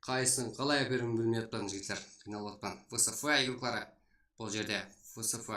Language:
Kara-Kalpak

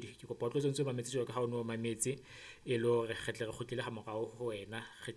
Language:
Southern Sotho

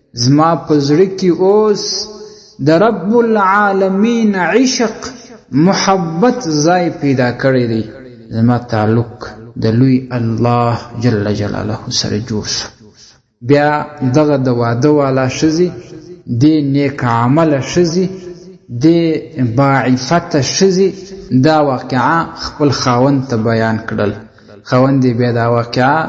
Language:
Pashto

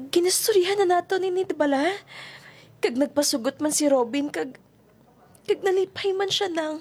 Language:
Hiligaynon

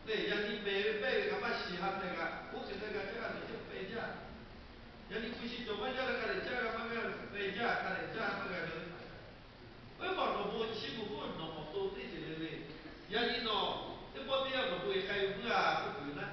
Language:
Lahu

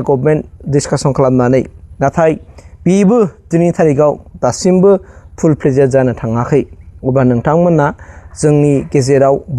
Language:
Bodo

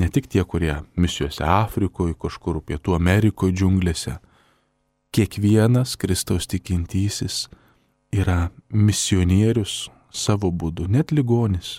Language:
Lithuanian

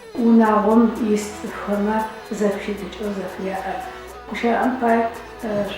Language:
Adyghe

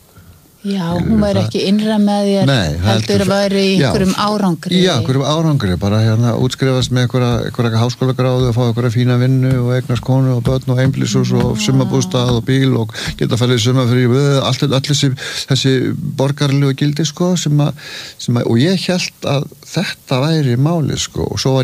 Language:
Icelandic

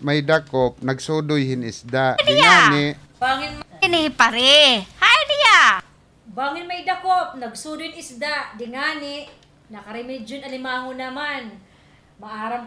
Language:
Waray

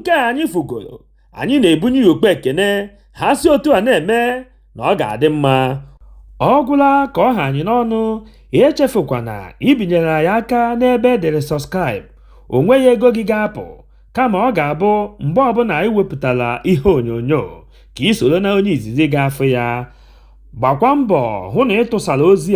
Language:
Igbo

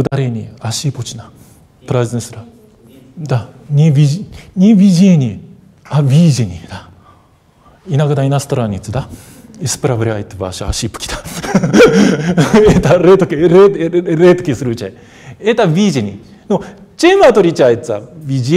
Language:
Russian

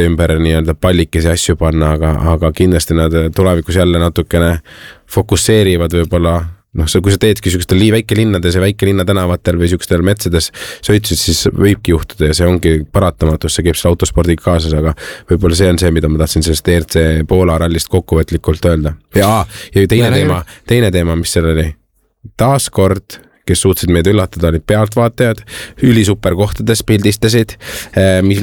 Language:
Estonian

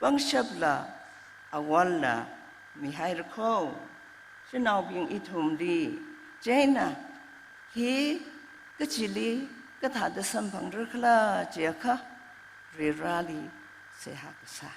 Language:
Tangkhul Naga (India)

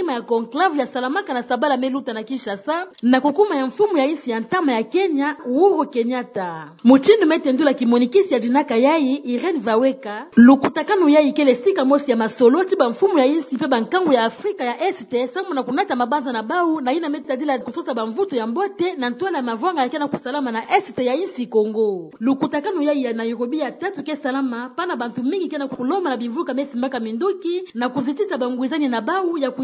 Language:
Kituba (Democratic Republic of Congo)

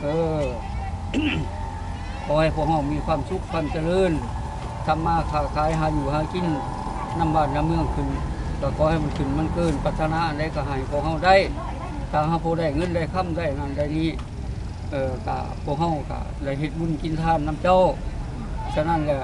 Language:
Lao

